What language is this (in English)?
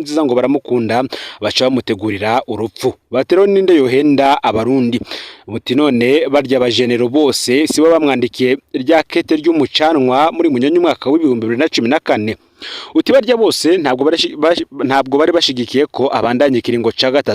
Rundi